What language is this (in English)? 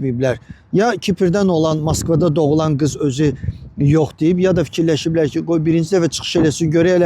Azerbaijani